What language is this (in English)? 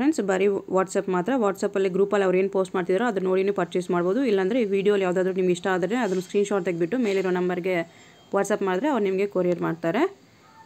Kannada